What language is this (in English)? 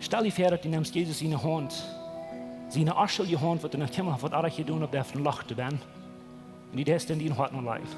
Plautdietsch